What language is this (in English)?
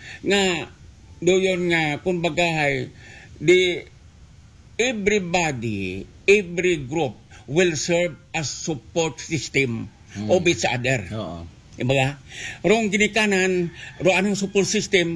Aklanon